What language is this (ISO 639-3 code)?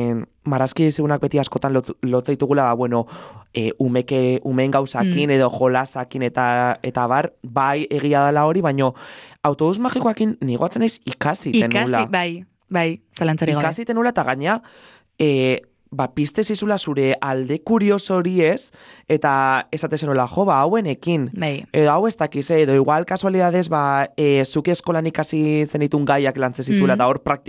eus